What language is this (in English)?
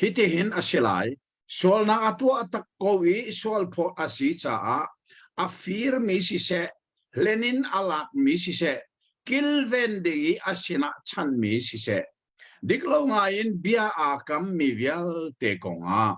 Hakha Chin